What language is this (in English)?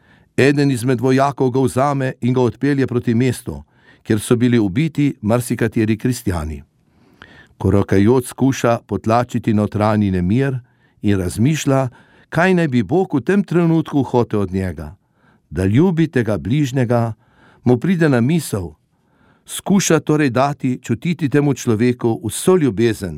Slovenian